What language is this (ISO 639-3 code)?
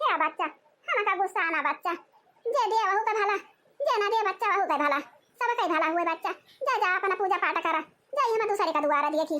awa